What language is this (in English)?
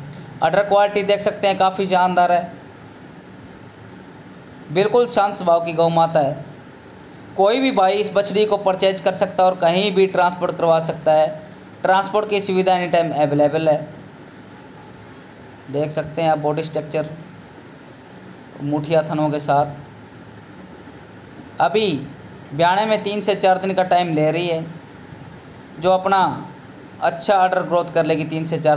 Hindi